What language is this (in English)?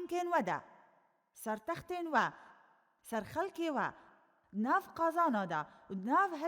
Kurdish